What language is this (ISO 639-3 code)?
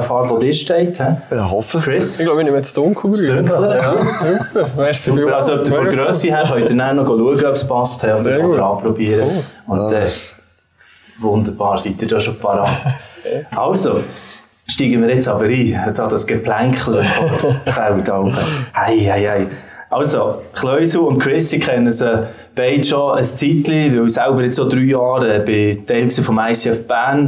gsw